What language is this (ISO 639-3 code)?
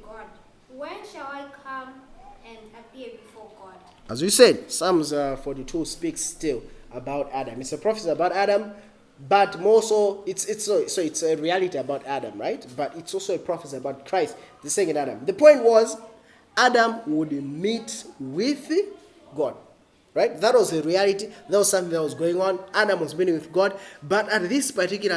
eng